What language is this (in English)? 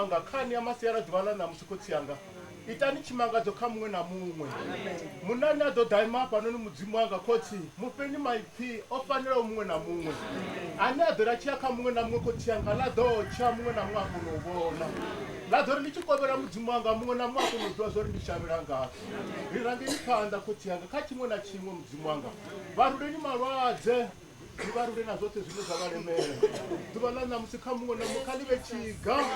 Venda